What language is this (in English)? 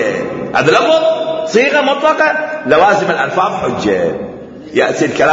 Mesopotamian Arabic